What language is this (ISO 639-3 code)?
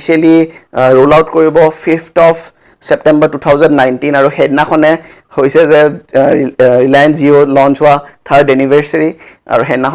asm